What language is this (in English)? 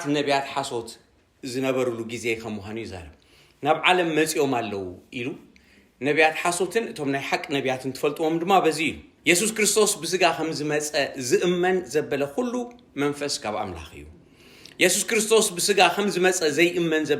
Tigrinya